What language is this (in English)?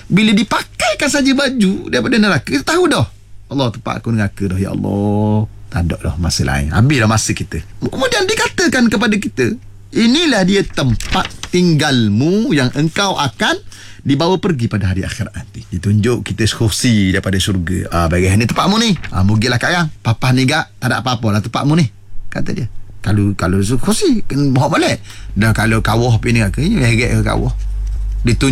Malay